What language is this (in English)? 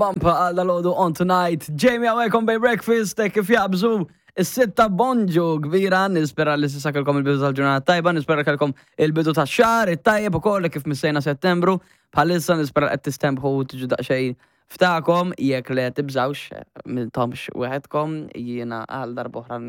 Maltese